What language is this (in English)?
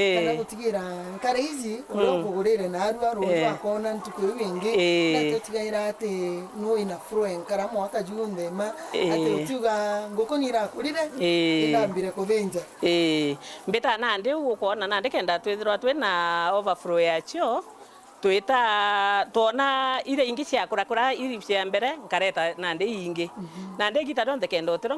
Meru